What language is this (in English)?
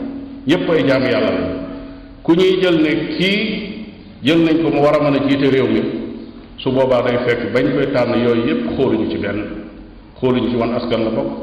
Wolof